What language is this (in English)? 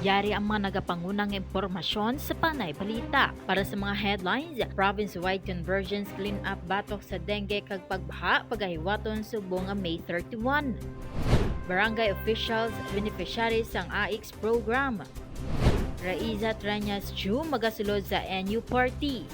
Hiligaynon